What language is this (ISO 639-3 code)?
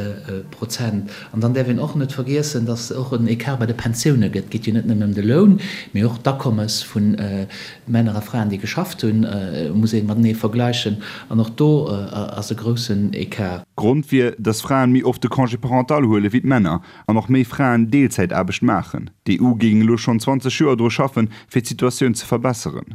ltz